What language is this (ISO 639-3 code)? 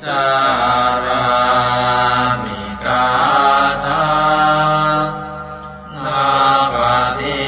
pli